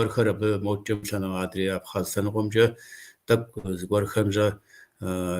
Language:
Kabardian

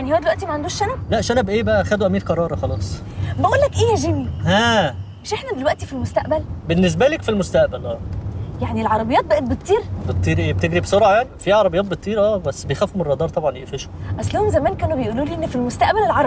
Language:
Egyptian Arabic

